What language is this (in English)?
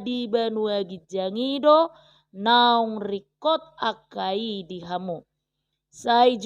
Batak Toba